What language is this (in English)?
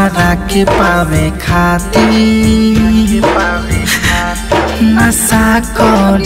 Bhojpuri